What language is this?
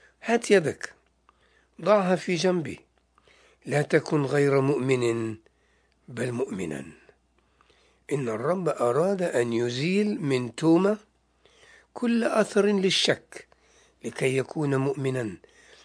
Arabic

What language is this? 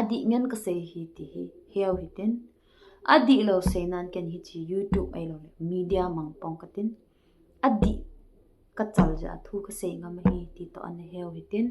Thado Chin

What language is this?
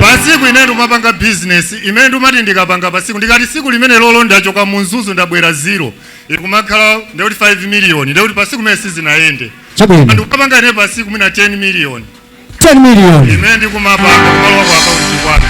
Nyanja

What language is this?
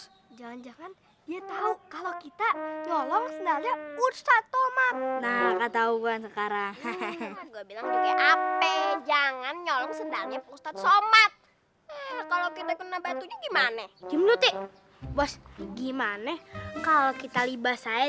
Betawi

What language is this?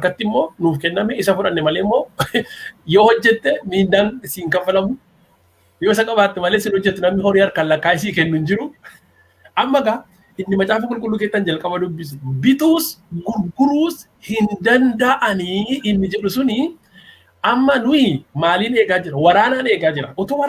Oromo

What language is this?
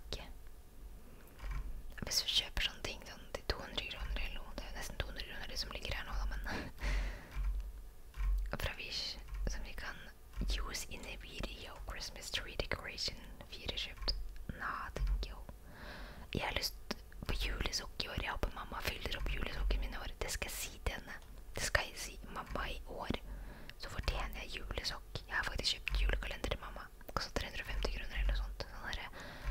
Norwegian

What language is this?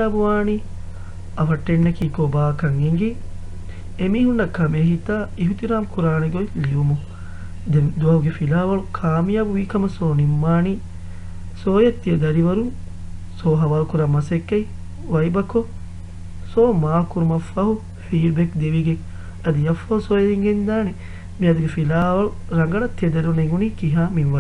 Divehi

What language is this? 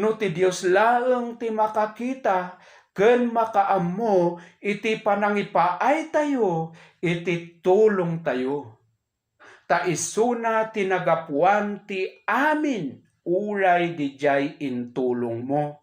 Iloko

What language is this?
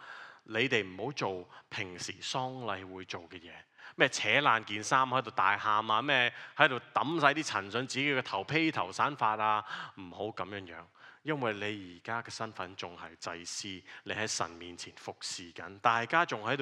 Cantonese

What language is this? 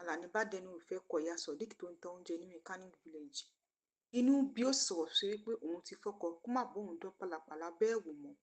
Yoruba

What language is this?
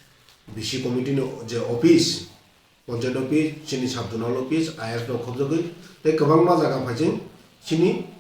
Kok Borok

